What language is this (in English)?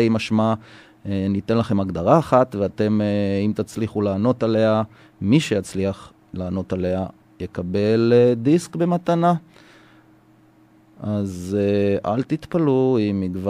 Hebrew